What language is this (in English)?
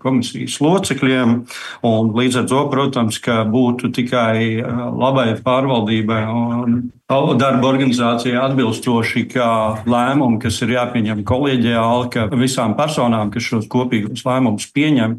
Latvian